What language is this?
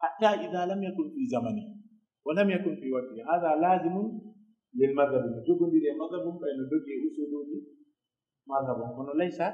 Pular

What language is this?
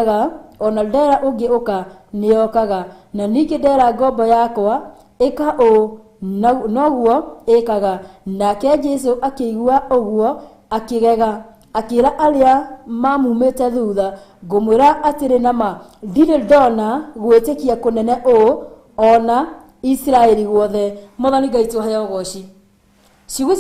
Kikuyu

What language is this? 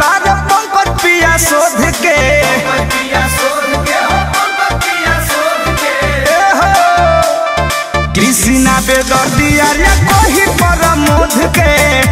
Bhojpuri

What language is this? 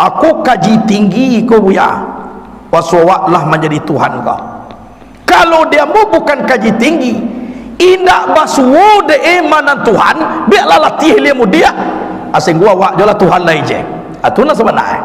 Minangkabau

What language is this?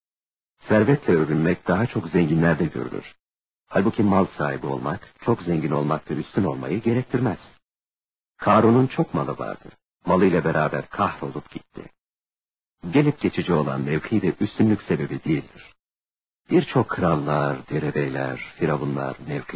Turkish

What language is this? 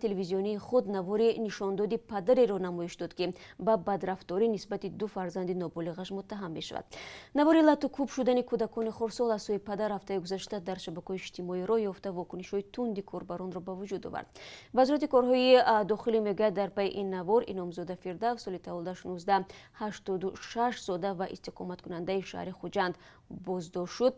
Tajik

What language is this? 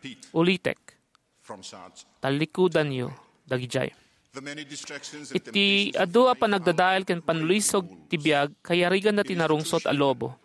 Iloko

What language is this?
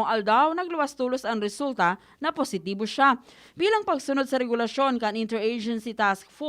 Bikol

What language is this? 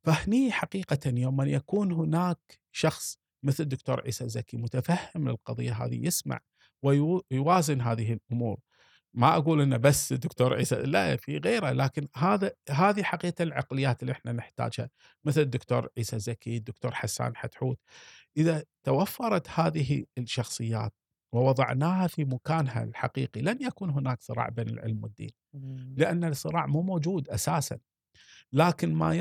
Gulf Arabic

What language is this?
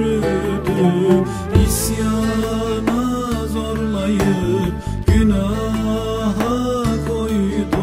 Turkish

